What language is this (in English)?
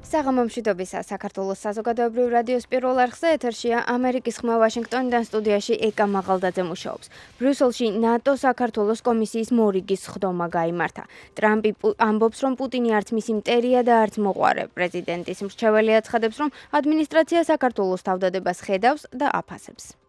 Georgian